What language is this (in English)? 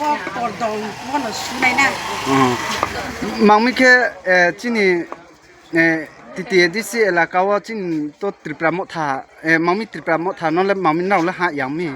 Riang (India)